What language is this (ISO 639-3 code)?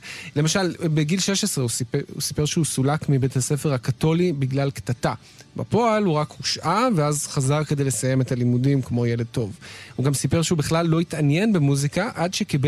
heb